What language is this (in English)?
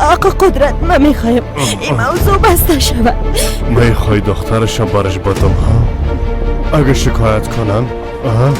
Persian